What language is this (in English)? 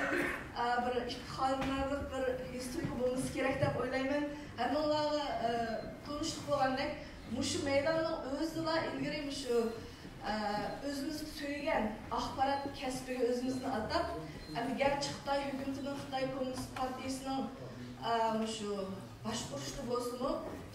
Uyghur